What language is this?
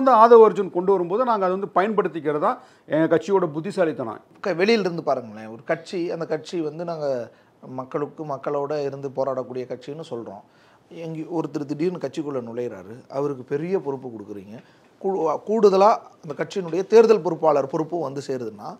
Tamil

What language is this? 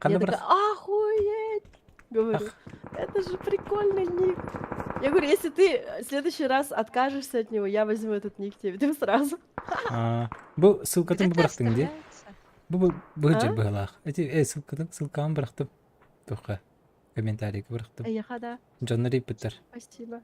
Yakut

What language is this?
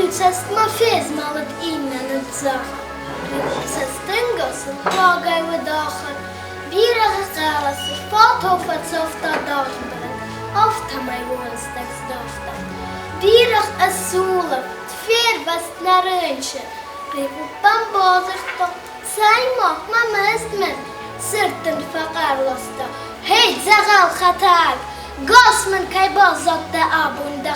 Ossetic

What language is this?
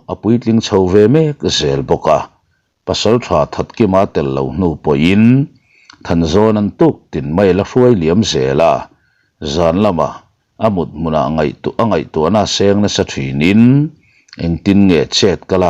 Mizo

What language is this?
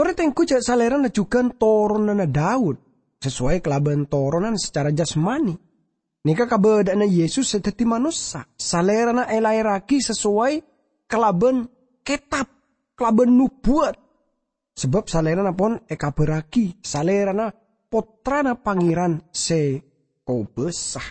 Madurese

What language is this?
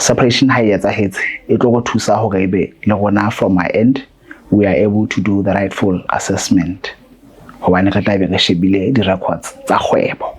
Southern Sotho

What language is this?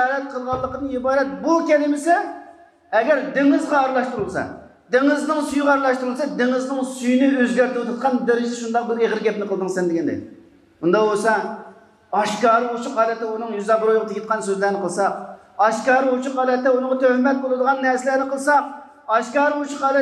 Uyghur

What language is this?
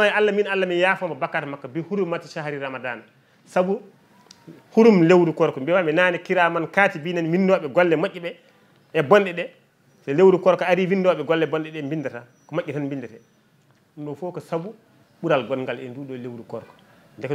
Fula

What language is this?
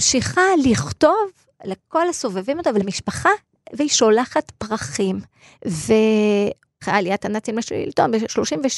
Hebrew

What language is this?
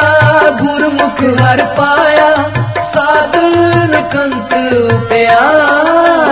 Punjabi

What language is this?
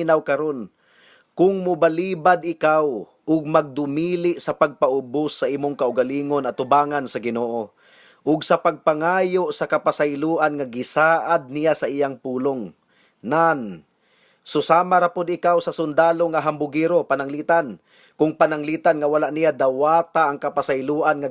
Cebuano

